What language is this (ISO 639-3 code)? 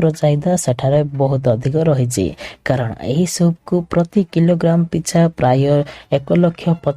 ori